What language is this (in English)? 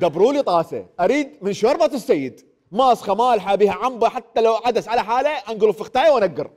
Mesopotamian Arabic